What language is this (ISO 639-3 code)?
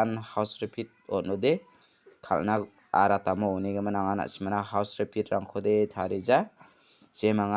grt